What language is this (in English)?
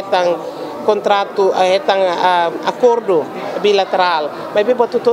Tetum